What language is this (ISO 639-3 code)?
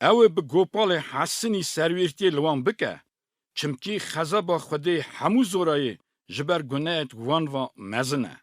kur